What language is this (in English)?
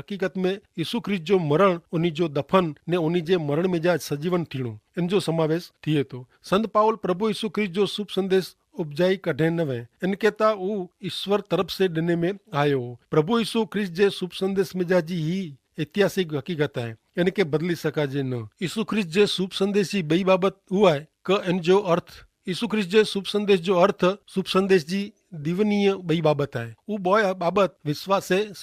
Kachhi